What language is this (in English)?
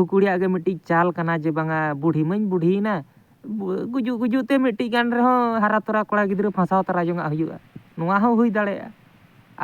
Santali